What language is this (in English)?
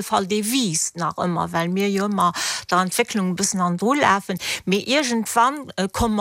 Luxembourgish